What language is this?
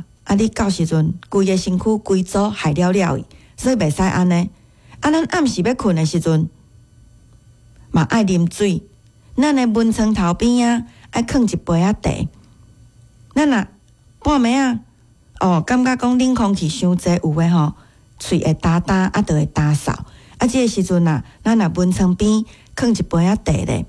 Min Nan Chinese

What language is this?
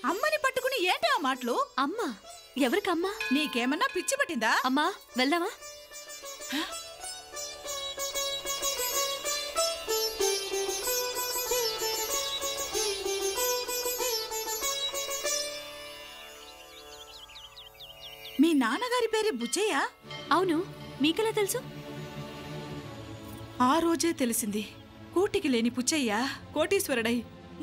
Telugu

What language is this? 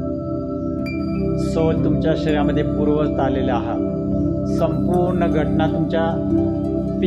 Marathi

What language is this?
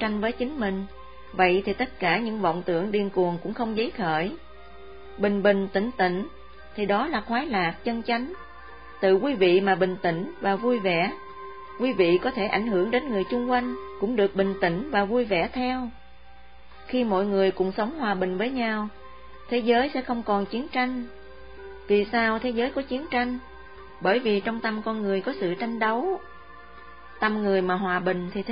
Vietnamese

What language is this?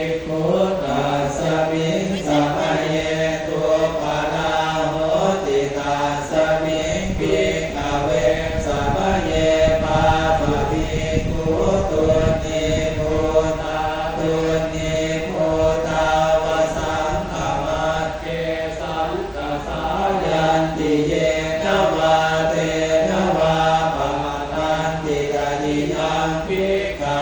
Pali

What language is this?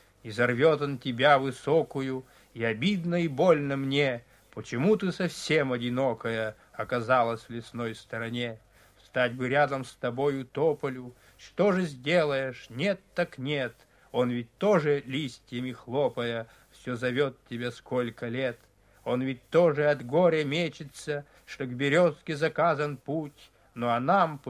Russian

